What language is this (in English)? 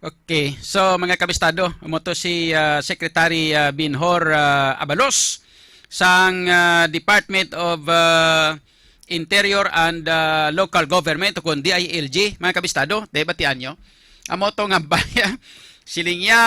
Hiligaynon